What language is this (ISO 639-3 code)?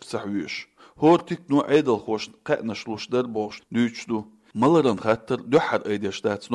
che